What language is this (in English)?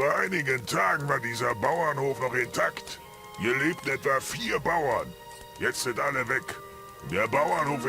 Bavarian